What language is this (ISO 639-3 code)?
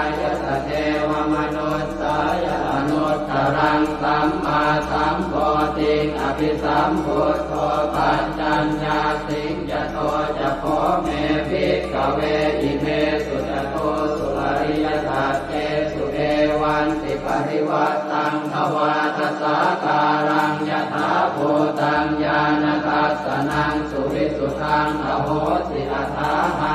pli